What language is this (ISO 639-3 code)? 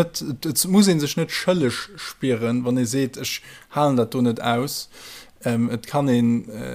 ltz